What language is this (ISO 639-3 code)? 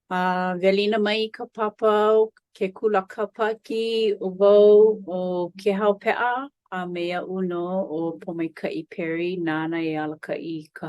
haw